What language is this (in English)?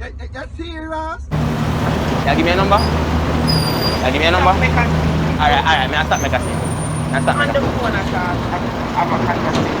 Jamaican Creole English